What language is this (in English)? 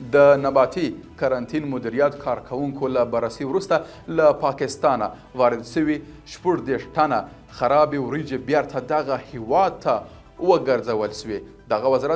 Pashto